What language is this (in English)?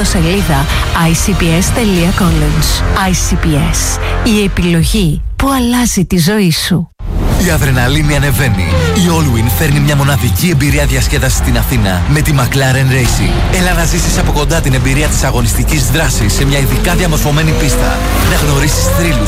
Greek